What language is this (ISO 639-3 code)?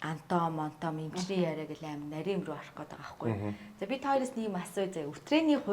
mon